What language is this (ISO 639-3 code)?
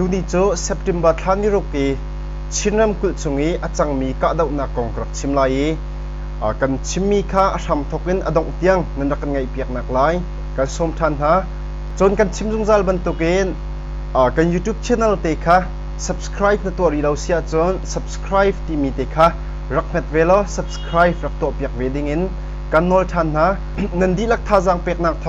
cnh